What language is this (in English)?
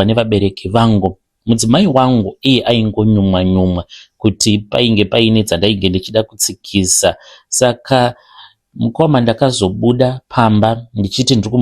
Shona